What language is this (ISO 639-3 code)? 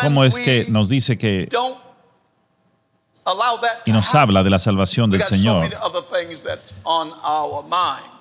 spa